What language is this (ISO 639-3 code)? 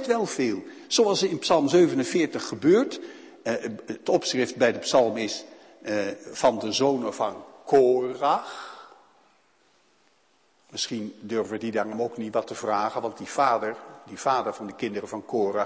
nld